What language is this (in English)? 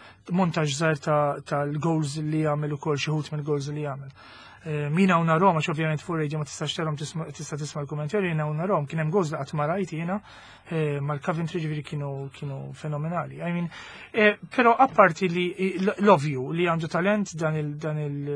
Maltese